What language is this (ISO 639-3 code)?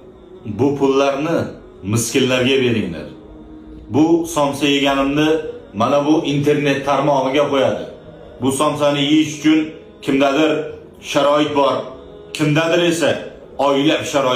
uzb